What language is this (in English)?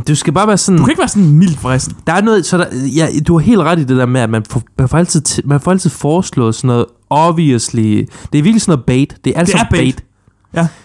Danish